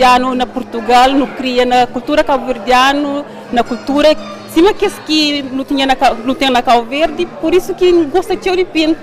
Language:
Kabuverdianu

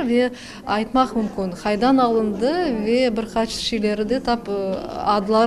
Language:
Crimean Tatar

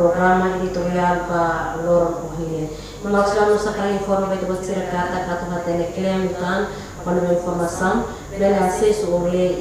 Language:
Tetum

